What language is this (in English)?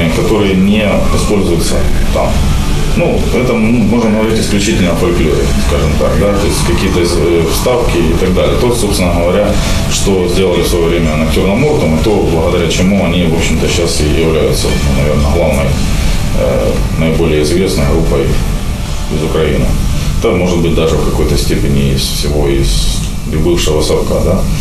Russian